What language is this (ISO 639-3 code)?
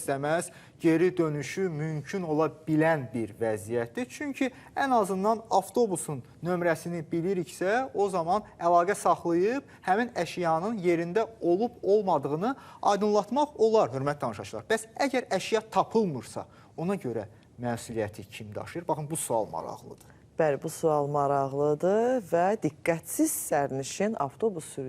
aze